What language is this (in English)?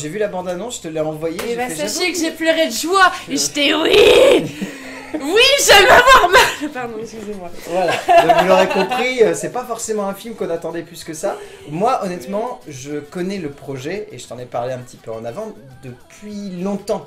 French